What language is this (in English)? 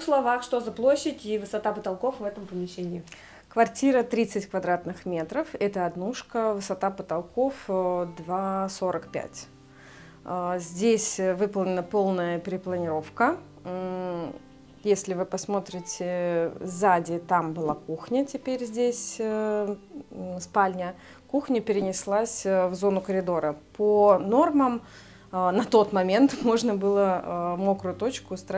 Russian